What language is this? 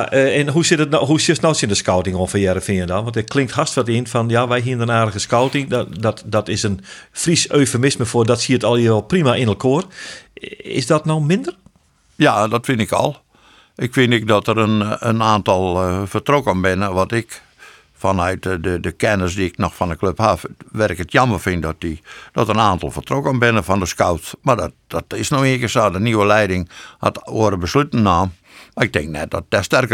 Western Frisian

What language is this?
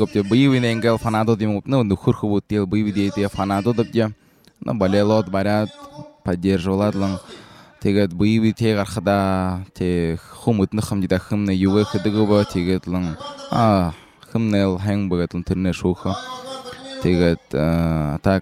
Belarusian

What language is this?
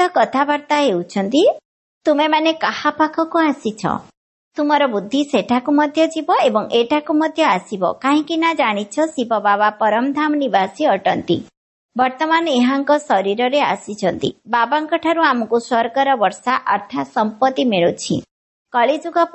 Odia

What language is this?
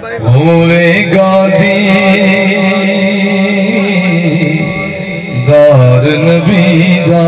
Saraiki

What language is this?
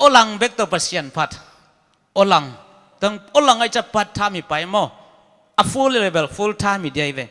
Tedim Chin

